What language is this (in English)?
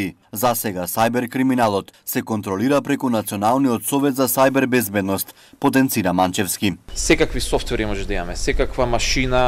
Macedonian